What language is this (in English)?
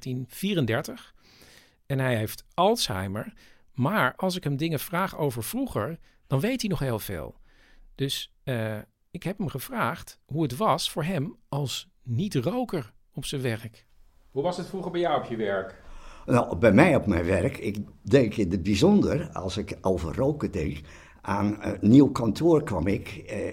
Dutch